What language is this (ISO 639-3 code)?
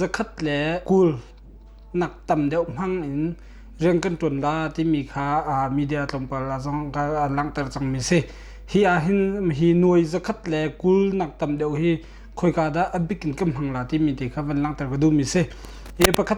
cnh